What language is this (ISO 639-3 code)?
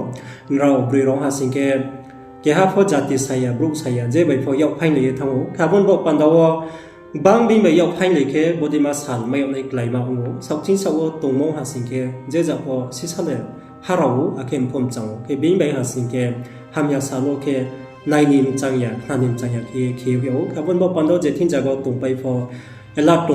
ria